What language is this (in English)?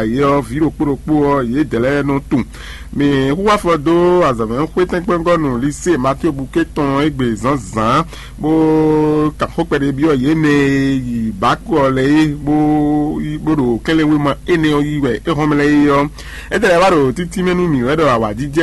Fon